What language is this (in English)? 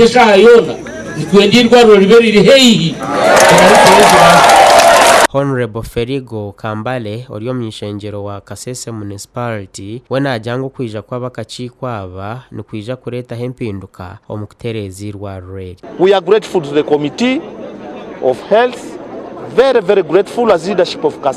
Nyankole